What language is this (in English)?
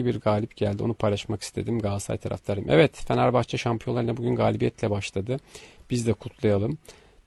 Turkish